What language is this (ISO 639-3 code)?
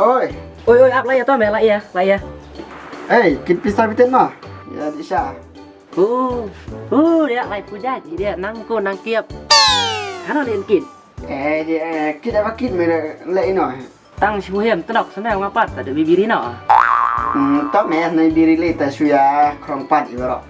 kha